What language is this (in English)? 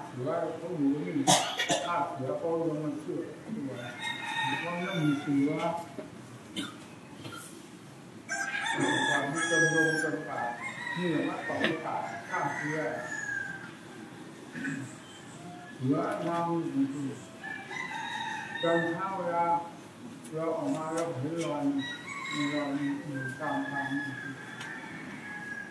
Thai